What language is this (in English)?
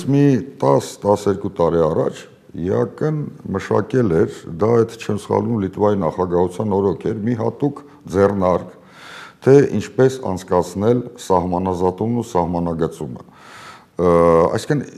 Armenian